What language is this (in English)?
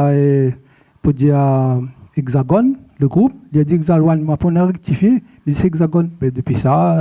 Réunion Creole French